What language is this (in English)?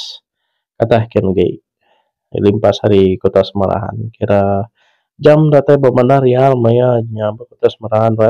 Iban